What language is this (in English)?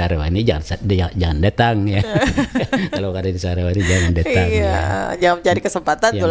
Banjar